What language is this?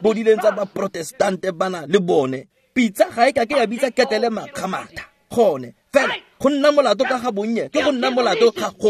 Tswana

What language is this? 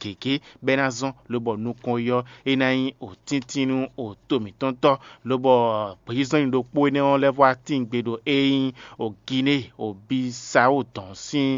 Fon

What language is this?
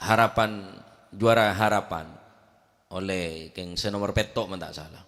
Madurese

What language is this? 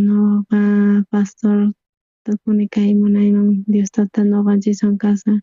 South Bolivian Quechua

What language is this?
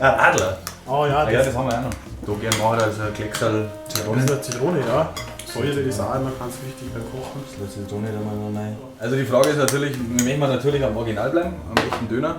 Bavarian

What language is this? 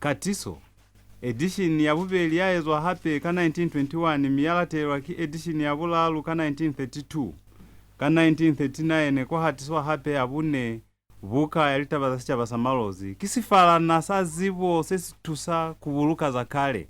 Lozi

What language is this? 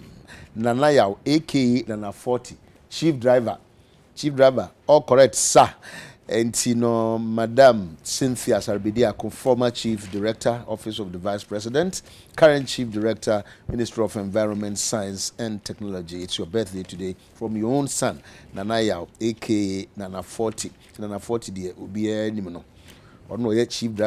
Akan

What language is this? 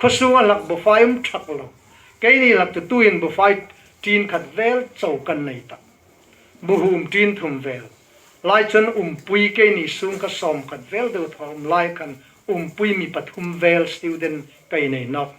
Hmar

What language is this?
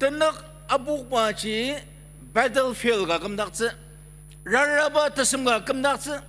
Ao Naga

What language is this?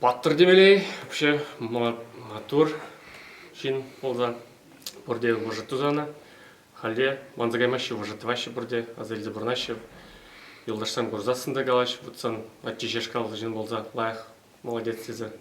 Chuvash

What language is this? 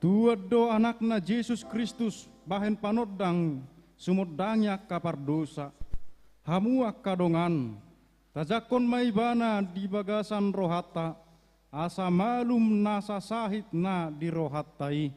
Batak Toba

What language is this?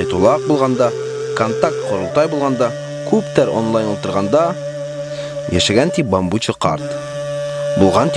Bashkir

